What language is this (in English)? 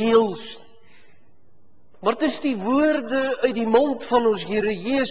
Afrikaans